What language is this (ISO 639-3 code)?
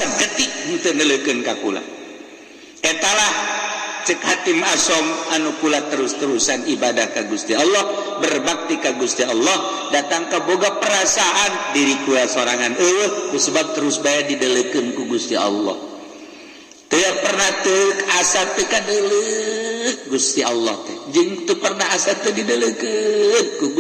sun